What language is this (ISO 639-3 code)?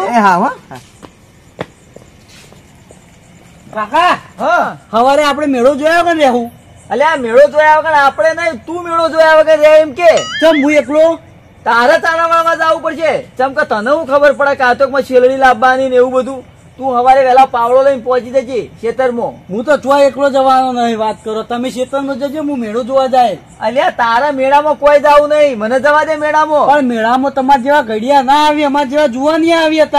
guj